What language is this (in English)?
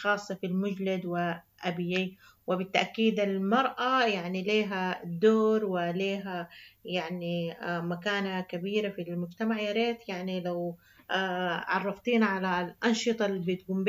Sudanese Arabic